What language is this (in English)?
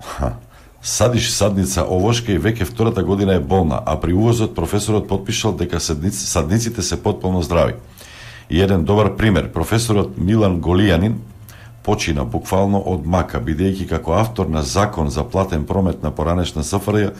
Macedonian